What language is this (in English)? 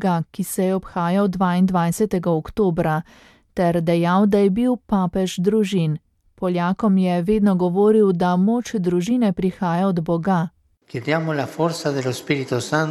Slovenian